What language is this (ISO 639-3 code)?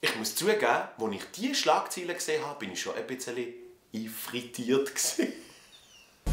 gsw